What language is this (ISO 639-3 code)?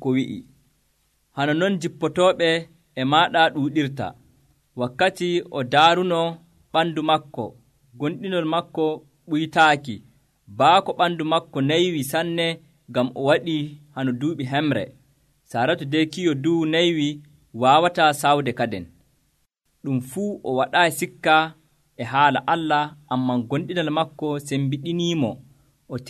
fuv